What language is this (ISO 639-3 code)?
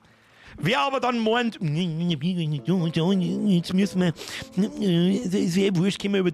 bar